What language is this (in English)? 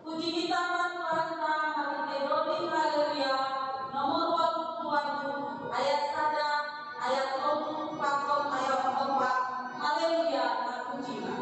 Batak Simalungun